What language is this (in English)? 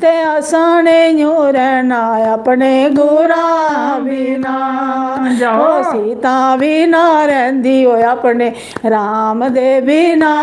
Dogri